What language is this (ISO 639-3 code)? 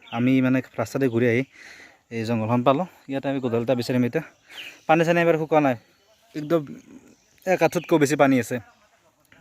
asm